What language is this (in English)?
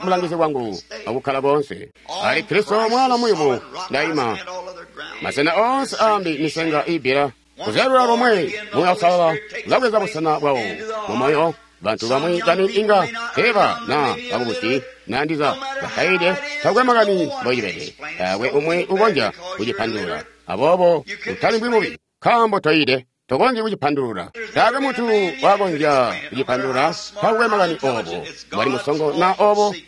Tonga (Zambia)